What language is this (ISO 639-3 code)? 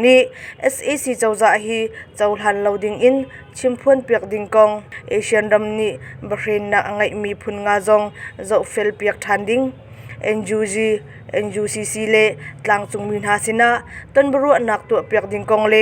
cnh